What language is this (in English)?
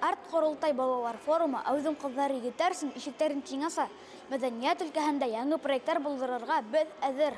Bashkir